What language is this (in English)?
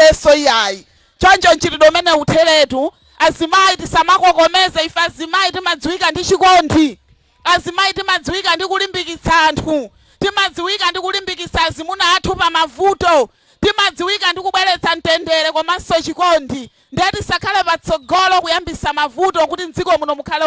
Nyanja